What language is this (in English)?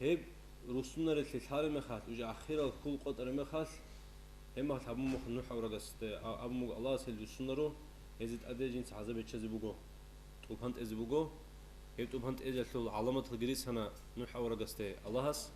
Avaric